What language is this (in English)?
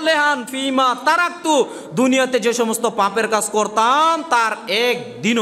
Bangla